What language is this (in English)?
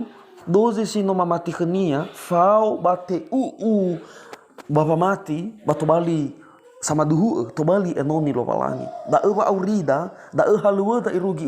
Nias